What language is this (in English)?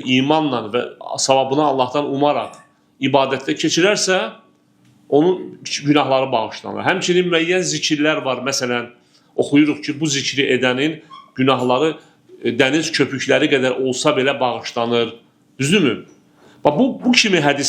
Azerbaijani